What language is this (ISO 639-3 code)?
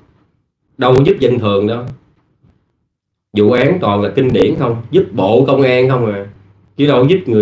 vie